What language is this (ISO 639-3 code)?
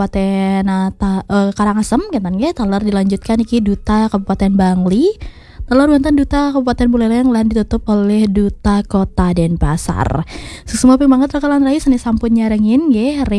ban